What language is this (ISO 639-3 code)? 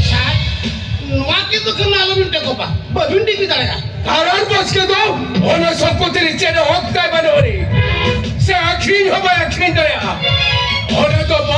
sat